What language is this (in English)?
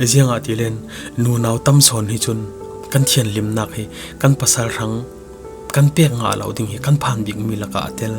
Falam Chin